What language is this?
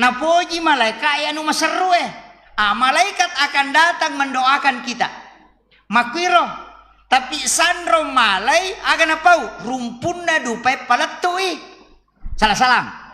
Buginese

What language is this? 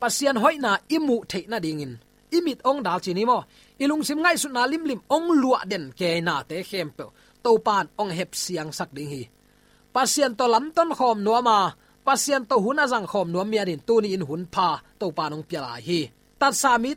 Tedim Chin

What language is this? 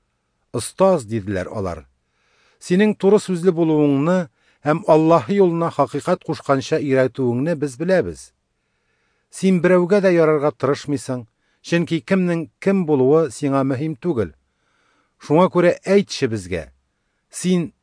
Tatar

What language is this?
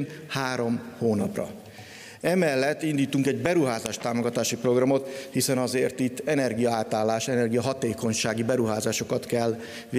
Hungarian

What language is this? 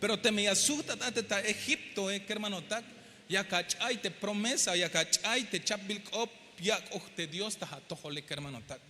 Tzeltal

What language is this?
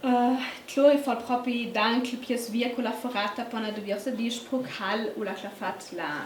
Ladin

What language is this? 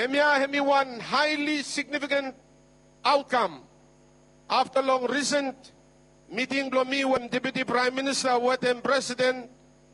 Bislama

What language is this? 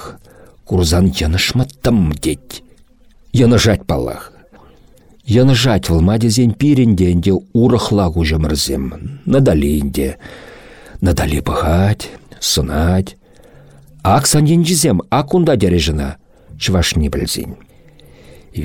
Chuvash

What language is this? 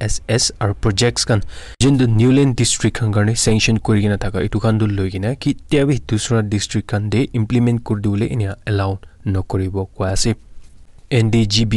Naga Pidgin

